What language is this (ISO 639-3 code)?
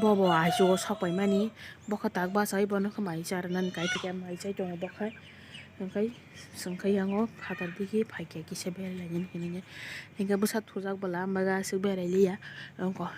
trp